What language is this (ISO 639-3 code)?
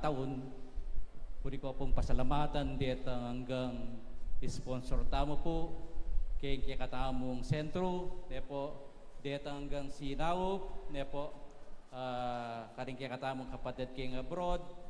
pam